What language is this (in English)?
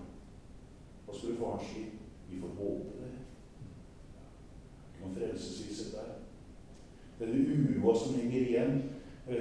Norwegian